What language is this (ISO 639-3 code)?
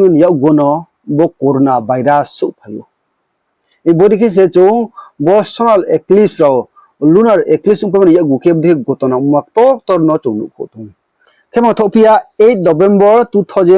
ria